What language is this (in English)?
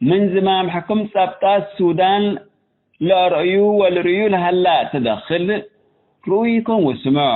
Tigre